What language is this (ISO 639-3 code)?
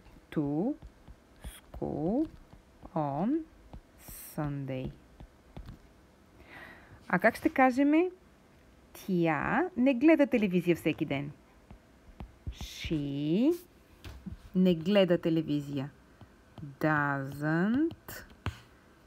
bul